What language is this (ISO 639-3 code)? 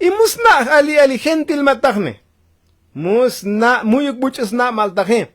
tzo